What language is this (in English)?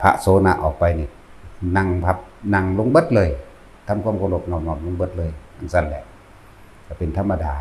Northeastern Thai